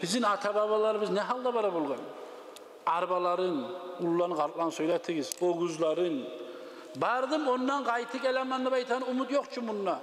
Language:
Kumyk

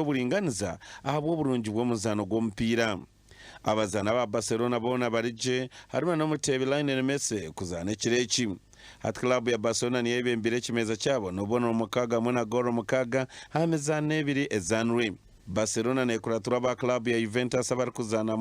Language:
Nyankole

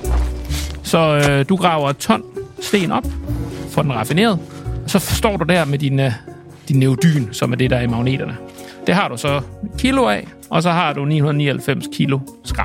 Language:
Danish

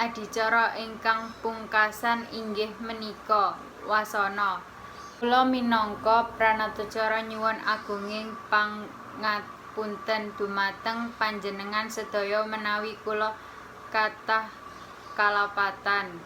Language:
Javanese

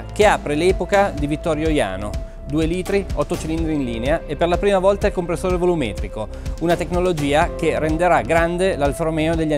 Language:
Italian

